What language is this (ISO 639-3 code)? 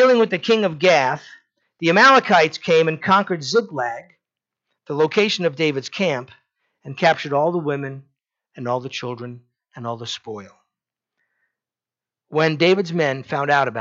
eng